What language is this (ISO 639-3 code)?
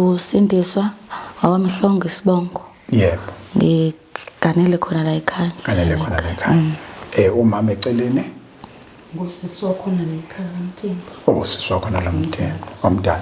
zul